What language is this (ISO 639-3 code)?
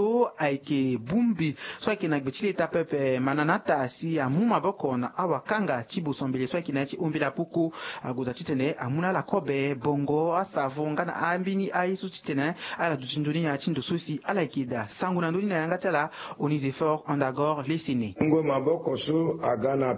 sag